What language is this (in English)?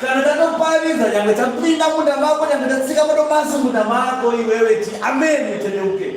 Shona